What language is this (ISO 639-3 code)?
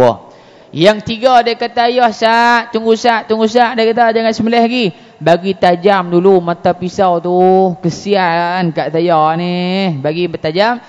msa